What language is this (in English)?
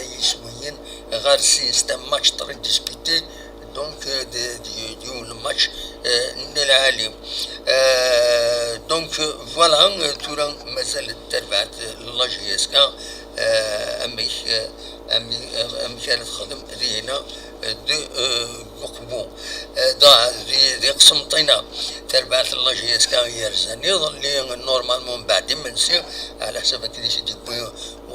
Kabyle